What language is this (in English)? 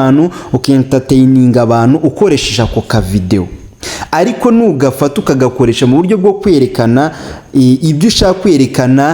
Kinyarwanda